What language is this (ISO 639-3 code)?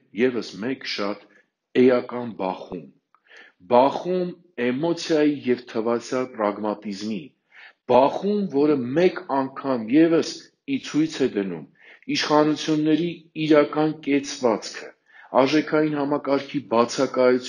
hye